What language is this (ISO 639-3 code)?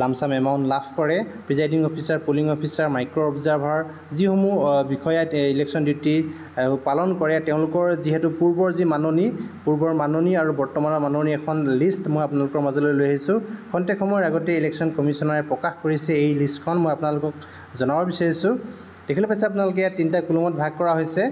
asm